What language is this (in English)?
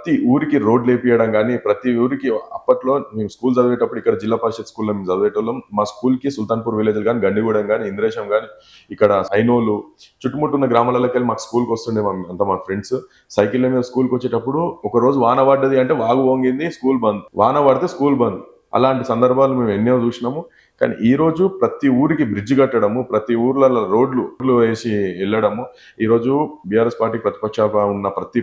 Telugu